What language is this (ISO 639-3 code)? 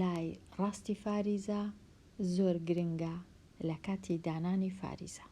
ckb